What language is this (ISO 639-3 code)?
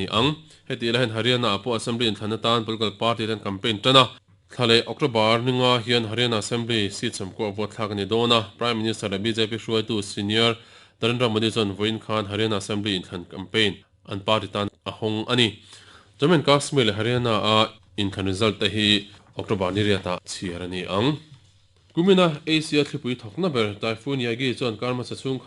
lus